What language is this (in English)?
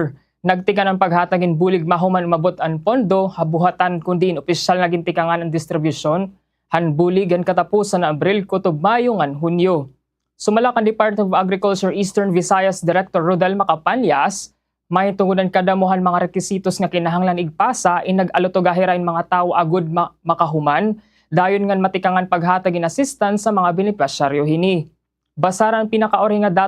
Waray